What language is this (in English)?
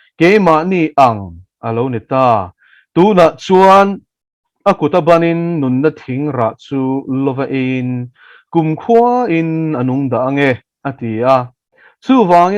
Mizo